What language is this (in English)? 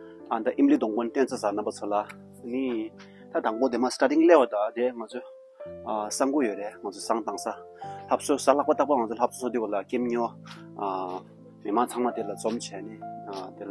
Tibetan